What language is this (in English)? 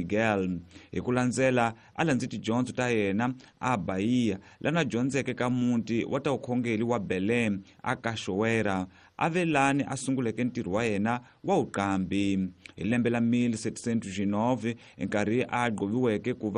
Tsonga